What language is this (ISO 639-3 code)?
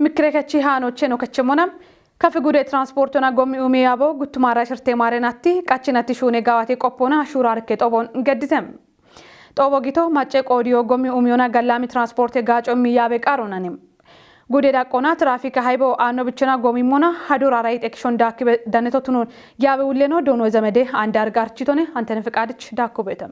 kbr